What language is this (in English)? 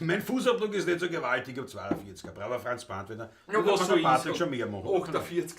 Bavarian